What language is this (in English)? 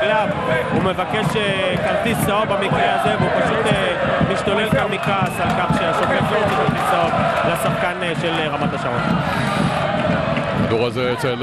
Hebrew